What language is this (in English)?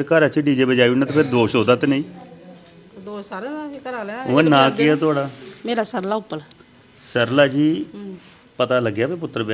Dogri